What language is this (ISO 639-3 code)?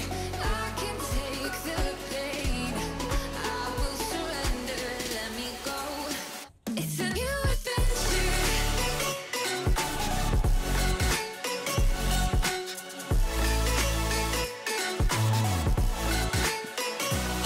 eng